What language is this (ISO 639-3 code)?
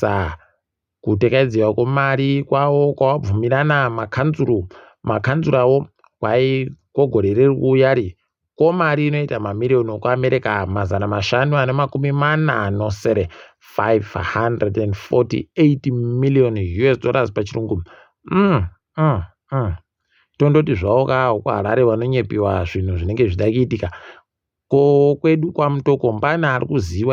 ndc